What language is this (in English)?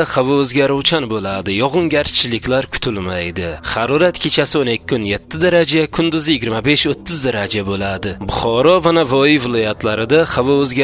Uzbek